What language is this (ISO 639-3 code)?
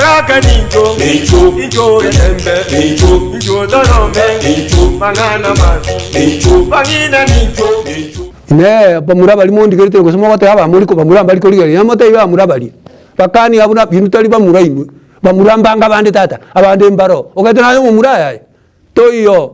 guz